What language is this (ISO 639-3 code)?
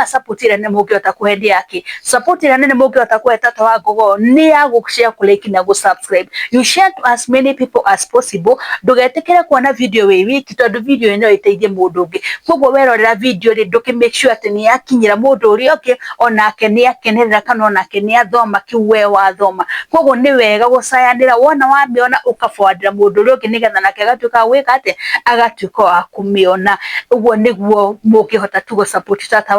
kik